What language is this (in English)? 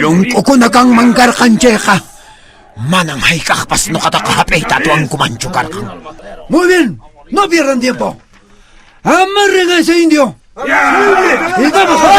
Quechua